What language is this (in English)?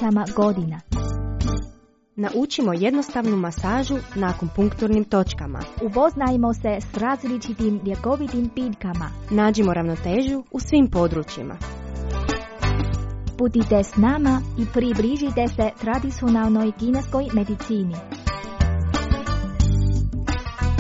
Croatian